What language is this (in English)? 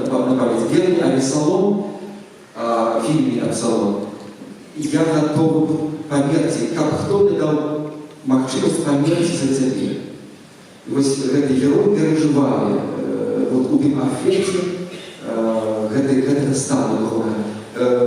Belarusian